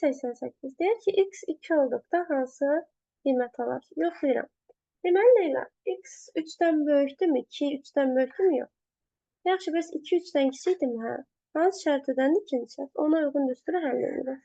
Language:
Azerbaijani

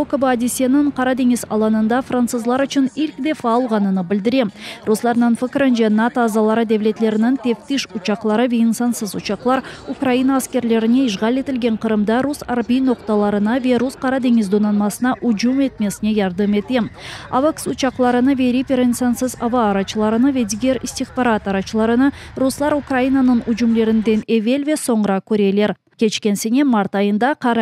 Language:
Crimean Tatar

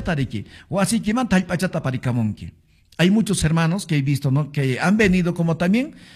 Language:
Quechua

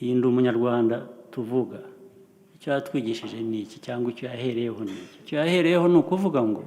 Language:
Kinyarwanda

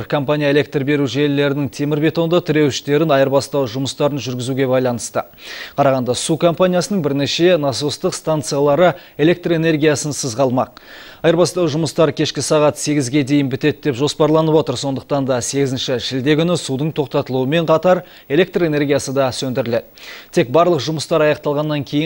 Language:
Kazakh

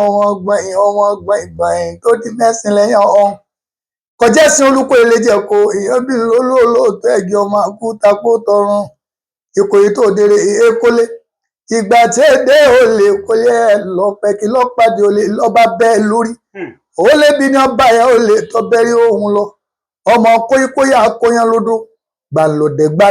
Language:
Yoruba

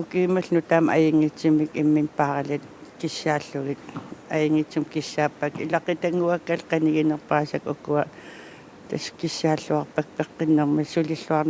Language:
Kalaallisut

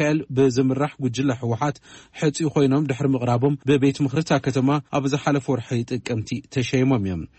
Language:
Tigrinya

